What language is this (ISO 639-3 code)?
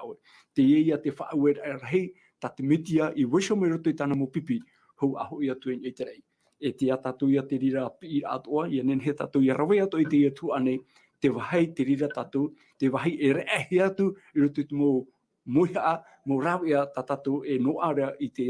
tah